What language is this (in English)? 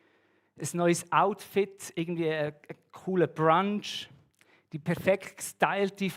Swiss German